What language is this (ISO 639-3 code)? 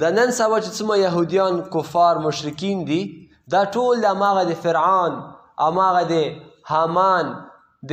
pus